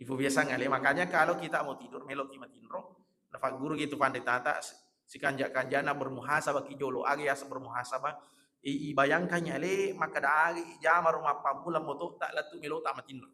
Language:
Buginese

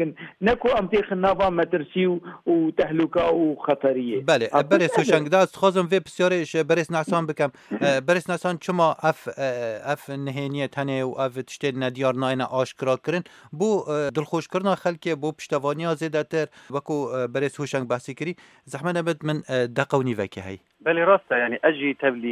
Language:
Kurdish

